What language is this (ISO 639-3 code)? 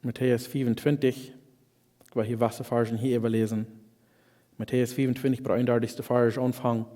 pdt